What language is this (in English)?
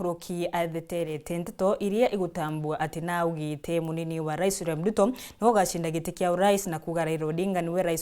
Meru